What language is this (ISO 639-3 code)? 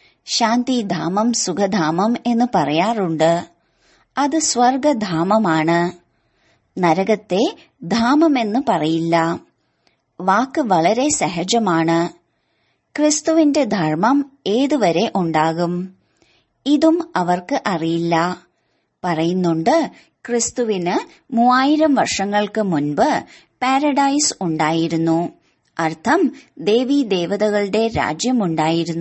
mal